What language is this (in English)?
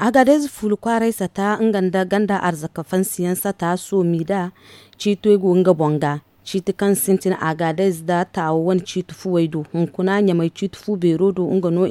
Zarma